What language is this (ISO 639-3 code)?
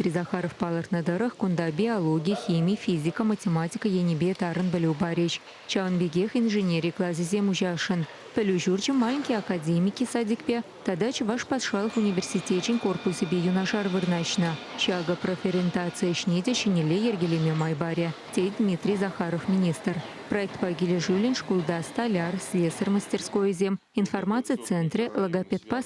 chv